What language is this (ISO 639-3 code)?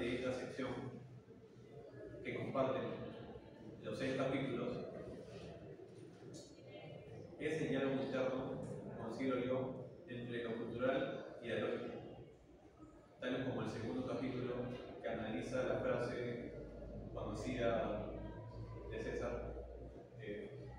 spa